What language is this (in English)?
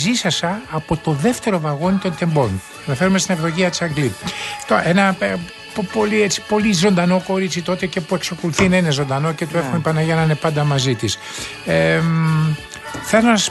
Greek